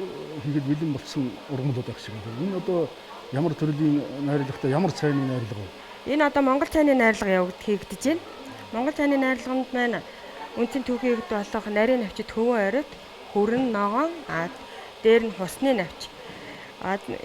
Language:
Mongolian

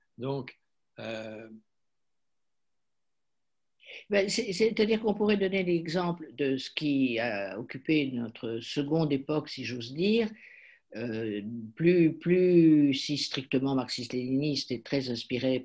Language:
French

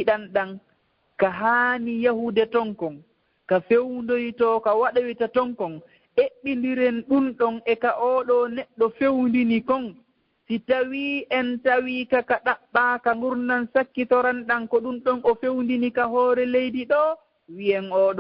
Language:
Fula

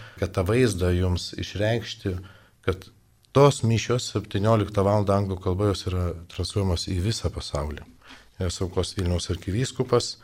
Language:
Lithuanian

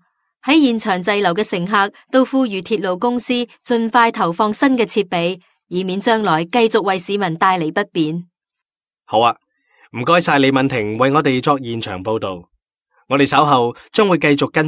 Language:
Cantonese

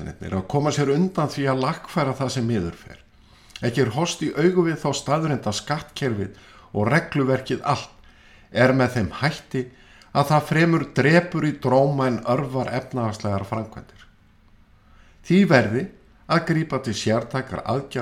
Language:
Icelandic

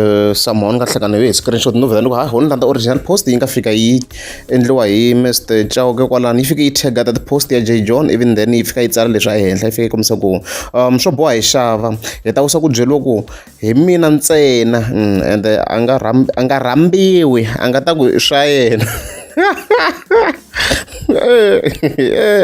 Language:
Tsonga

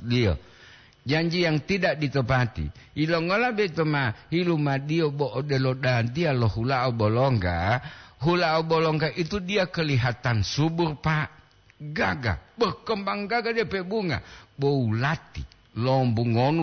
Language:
Gorontalo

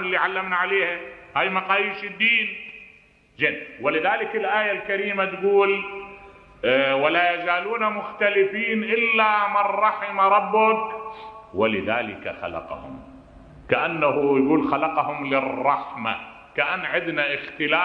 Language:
Mesopotamian Arabic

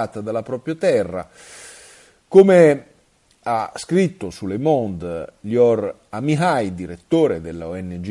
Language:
Italian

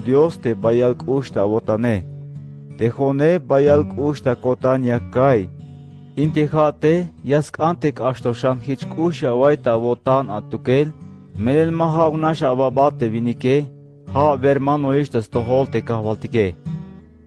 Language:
Tzeltal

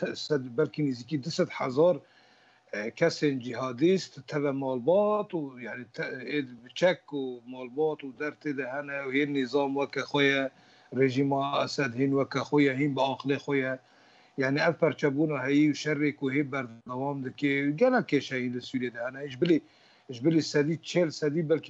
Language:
Kurdish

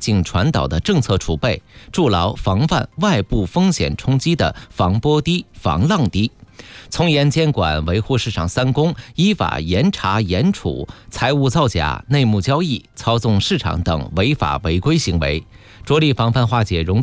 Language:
Chinese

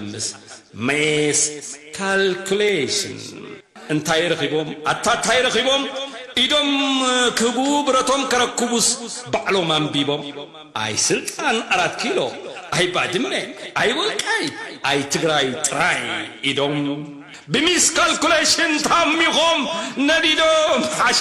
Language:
Tigrinya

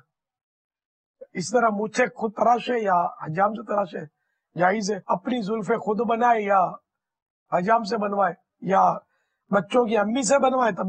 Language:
Urdu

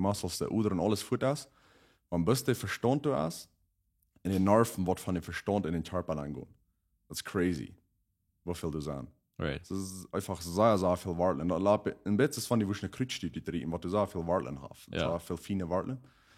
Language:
Plautdietsch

